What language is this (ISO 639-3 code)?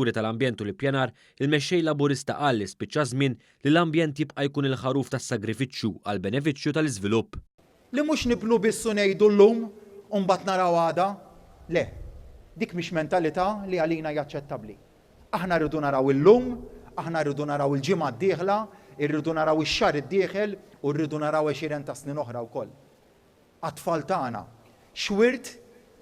mlt